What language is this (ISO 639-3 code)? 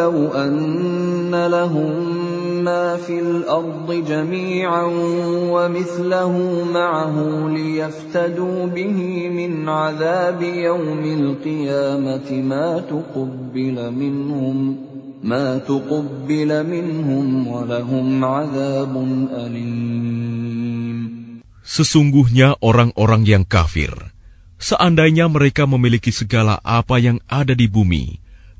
ind